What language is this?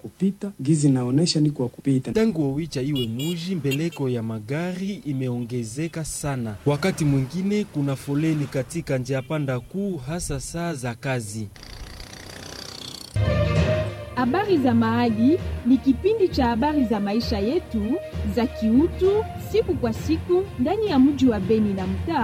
Swahili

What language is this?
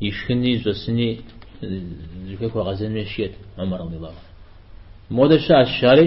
Kabardian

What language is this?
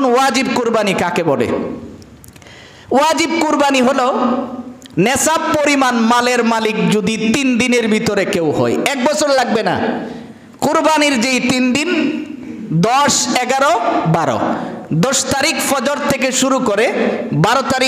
Bangla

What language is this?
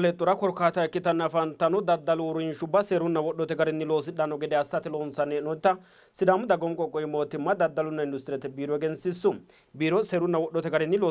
Sidamo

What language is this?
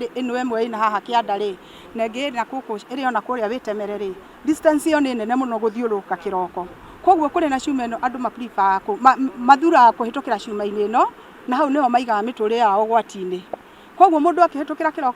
Kikuyu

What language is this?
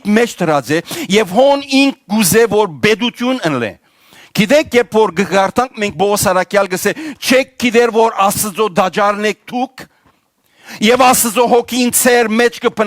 Western Armenian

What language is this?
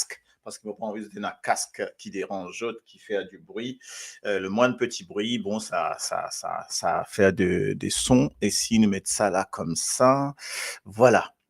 Morisyen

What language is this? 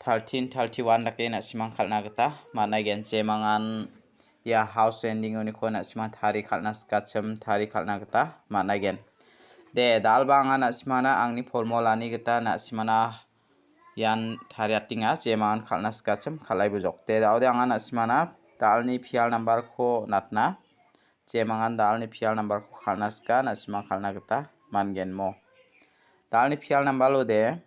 Garo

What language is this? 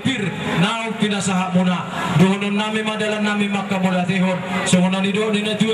Batak Toba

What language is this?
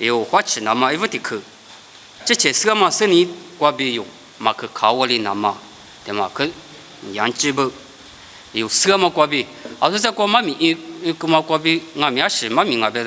Lisu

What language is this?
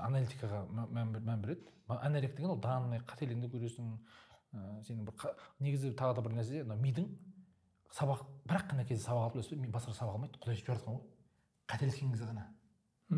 Kazakh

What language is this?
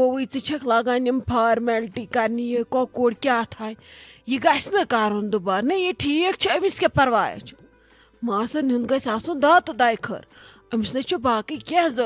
Kashmiri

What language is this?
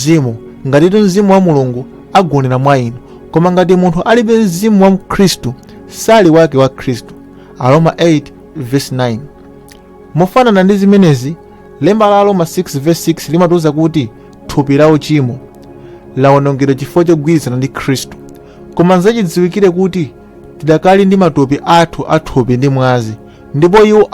Nyanja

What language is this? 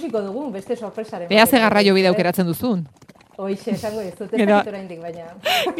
Basque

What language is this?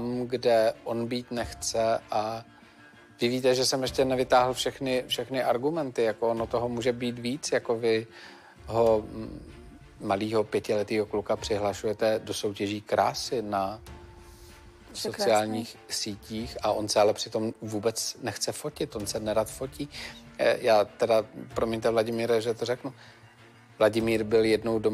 Czech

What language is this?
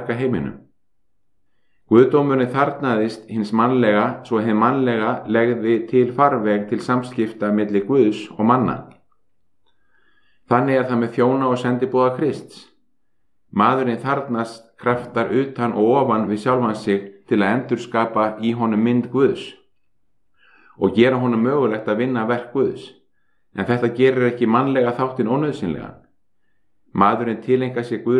Icelandic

